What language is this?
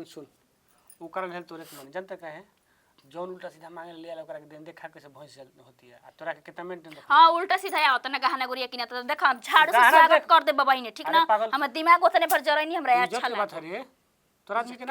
Bhojpuri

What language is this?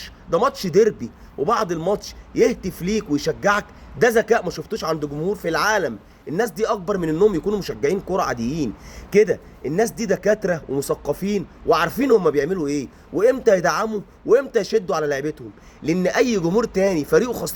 Egyptian Arabic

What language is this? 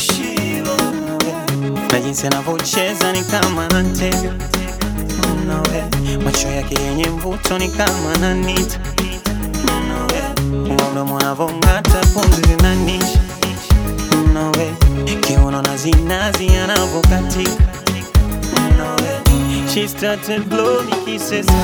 Swahili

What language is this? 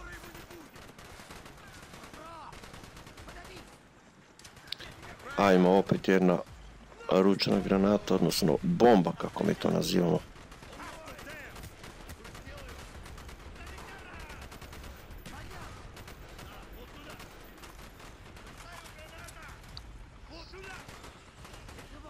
Croatian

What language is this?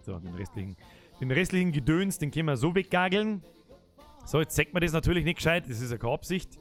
Bavarian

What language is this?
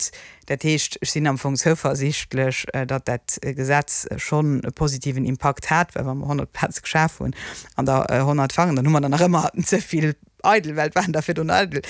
Luxembourgish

